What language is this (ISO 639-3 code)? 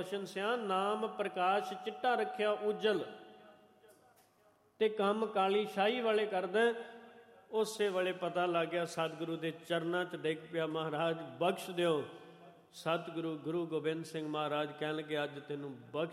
pan